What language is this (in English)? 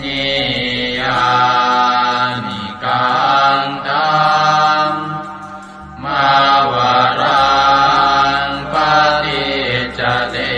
Pali